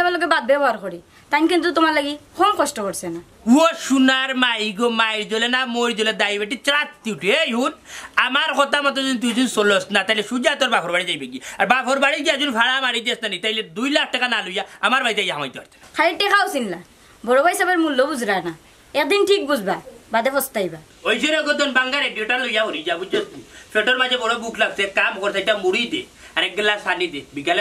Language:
Sylheti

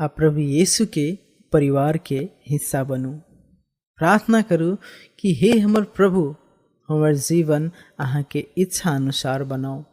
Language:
Maithili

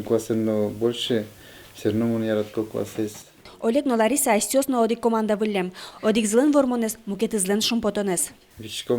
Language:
Udmurt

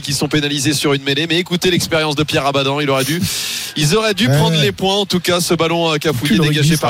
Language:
French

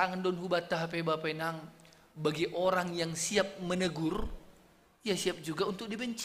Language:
Batak Simalungun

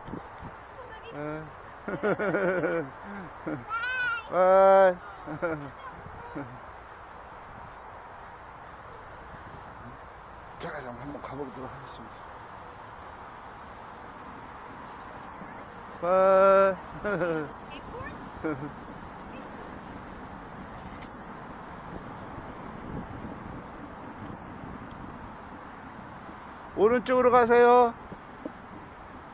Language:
Korean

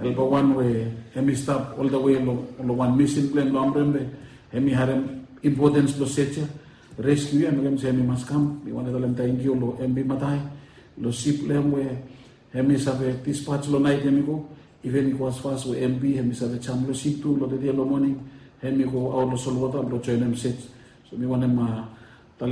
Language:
Bislama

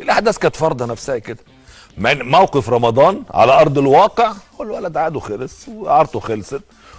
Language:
Egyptian Arabic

